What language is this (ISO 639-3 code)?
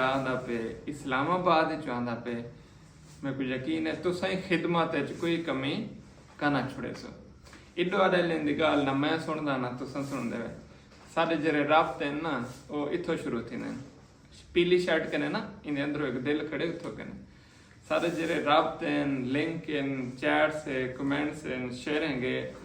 skr